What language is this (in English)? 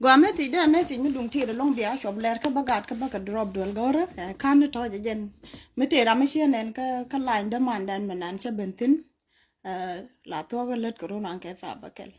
Nuer